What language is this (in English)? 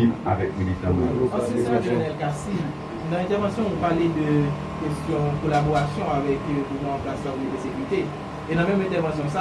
Haitian Creole